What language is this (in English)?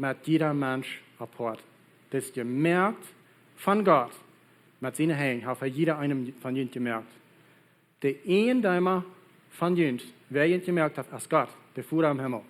Plautdietsch